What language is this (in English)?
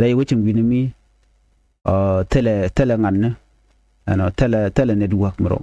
Nuer